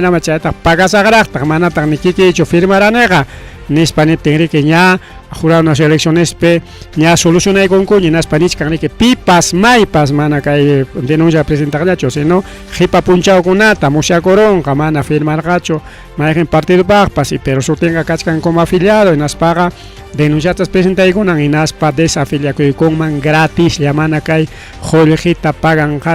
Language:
Ayacucho Quechua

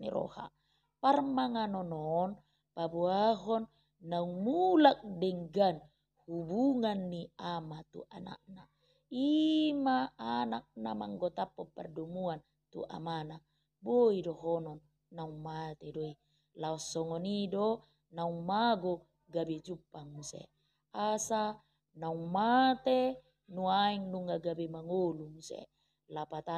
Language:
Batak Toba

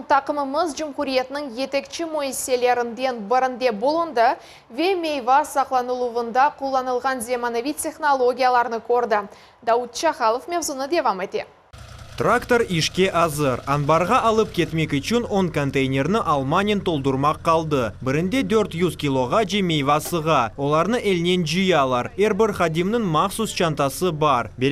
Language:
Crimean Tatar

